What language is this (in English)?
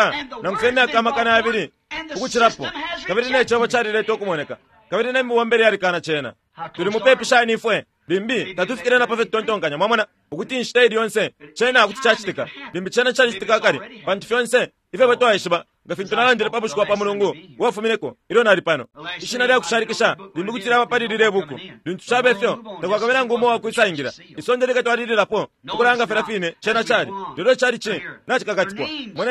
Bemba